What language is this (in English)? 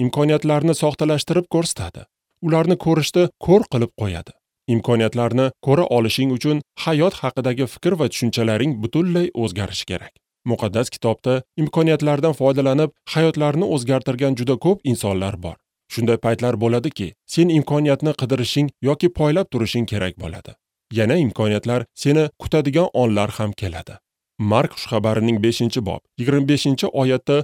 Uzbek